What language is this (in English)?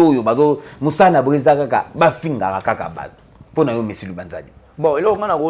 Lingala